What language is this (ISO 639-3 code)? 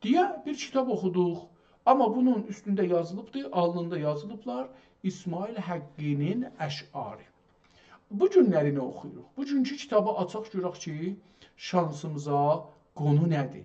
azb